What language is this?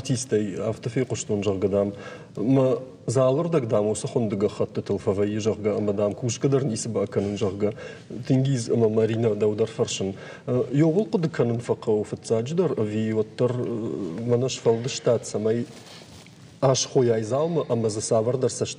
Ossetic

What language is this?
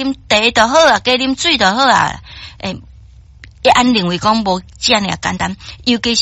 Min Nan Chinese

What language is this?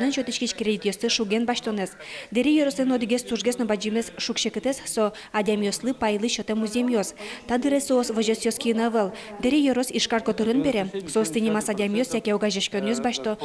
Udmurt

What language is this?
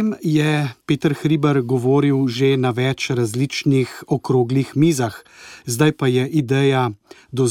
Slovenian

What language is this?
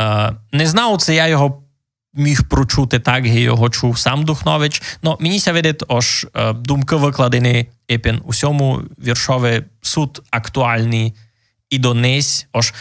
Rusyn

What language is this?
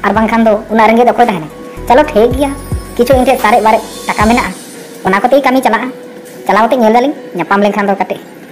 Santali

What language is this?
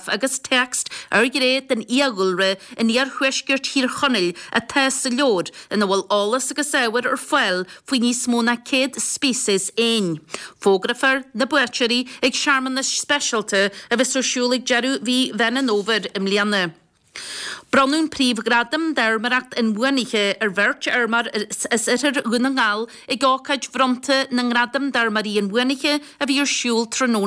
Irish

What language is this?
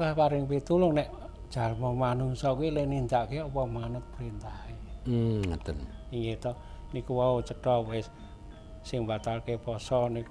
Javanese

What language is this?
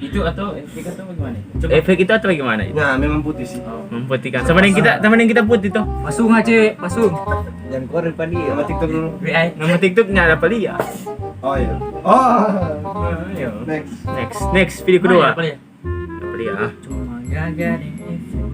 Manado Malay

